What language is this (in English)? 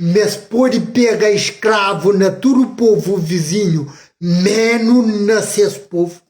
Kabuverdianu